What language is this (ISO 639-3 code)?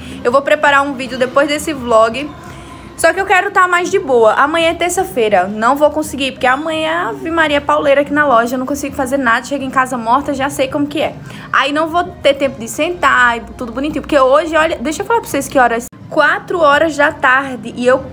por